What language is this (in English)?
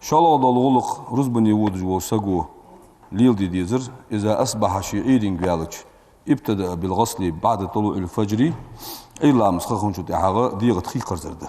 Ingush